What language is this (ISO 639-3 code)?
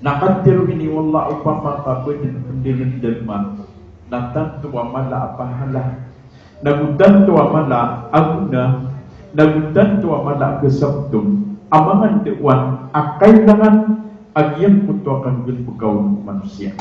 mrw